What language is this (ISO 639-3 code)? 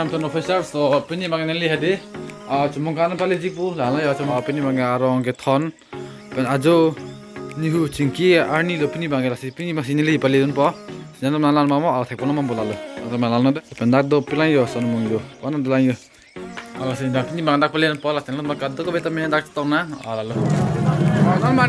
mjw